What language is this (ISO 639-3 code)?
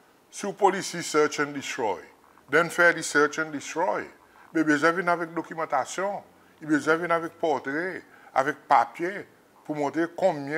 crs